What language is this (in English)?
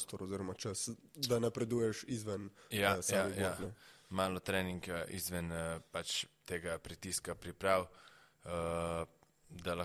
Slovenian